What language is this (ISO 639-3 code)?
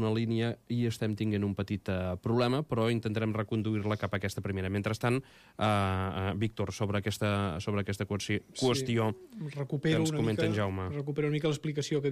cat